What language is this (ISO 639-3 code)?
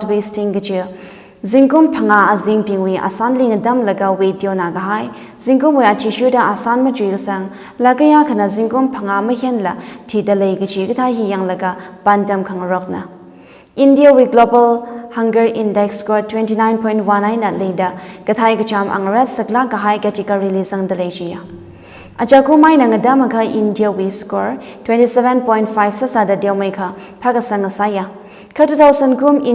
nmf